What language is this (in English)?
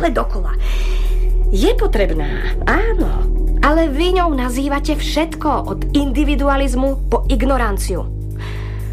Slovak